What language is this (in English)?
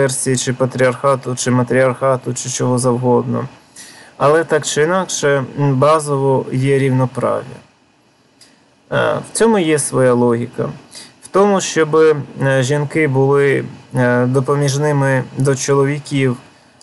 Ukrainian